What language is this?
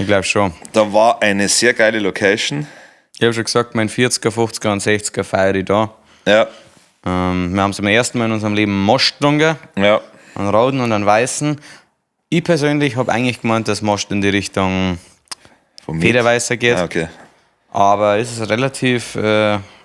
Bavarian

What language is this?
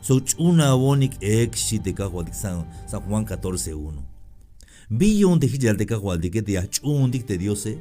Tzeltal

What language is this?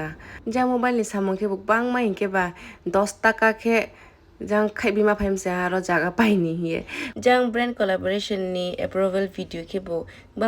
Kok Borok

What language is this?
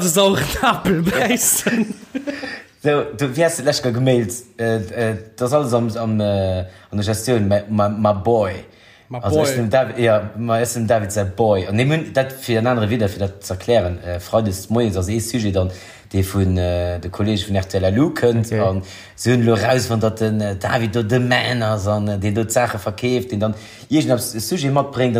Luxembourgish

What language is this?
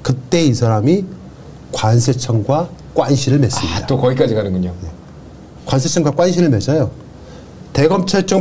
Korean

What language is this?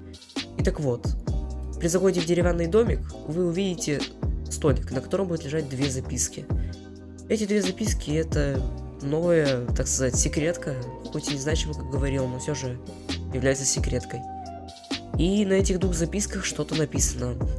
Russian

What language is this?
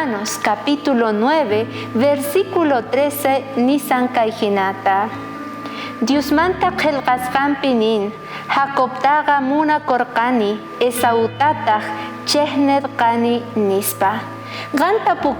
South Bolivian Quechua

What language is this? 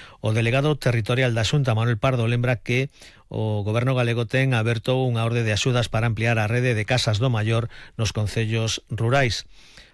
Galician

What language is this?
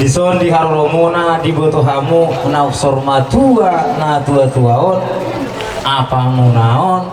Batak Toba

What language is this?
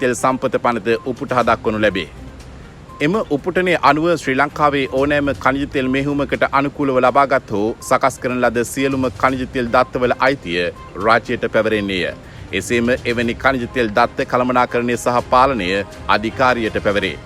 Sinhala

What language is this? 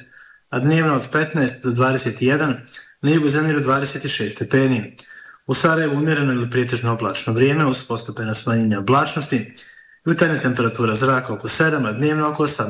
Bosnian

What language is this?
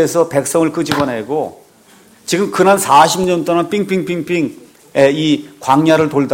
Korean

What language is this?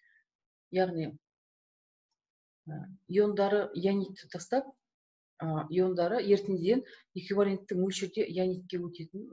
Kazakh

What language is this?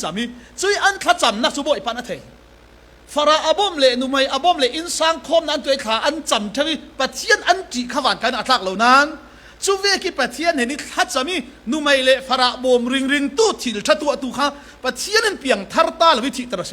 Falam Chin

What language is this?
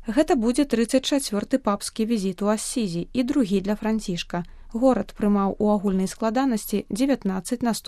Belarusian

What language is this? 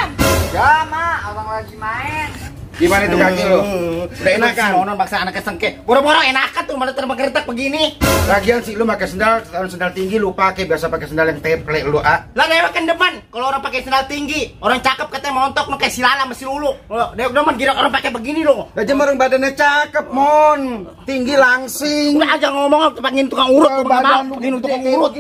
Betawi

